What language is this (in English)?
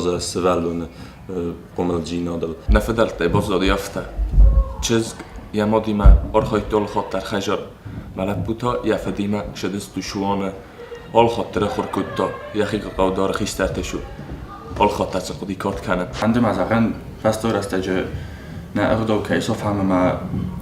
Ossetic